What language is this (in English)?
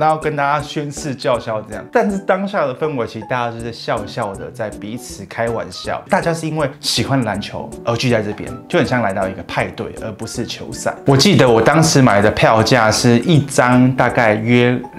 Chinese